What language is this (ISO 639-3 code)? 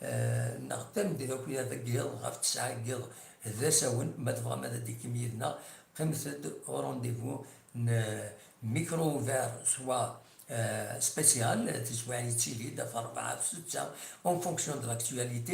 kab